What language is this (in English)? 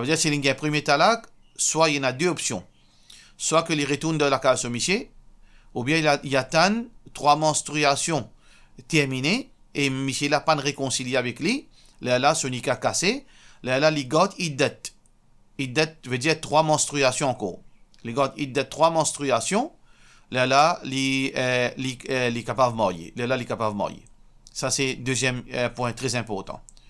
Morisyen